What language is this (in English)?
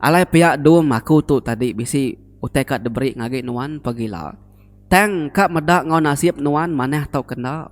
Iban